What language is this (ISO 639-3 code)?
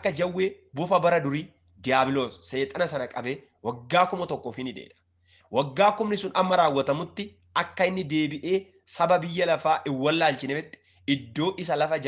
orm